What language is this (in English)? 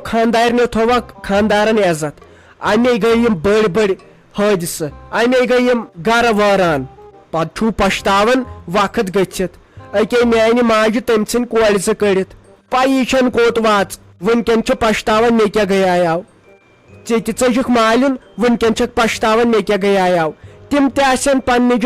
Kashmiri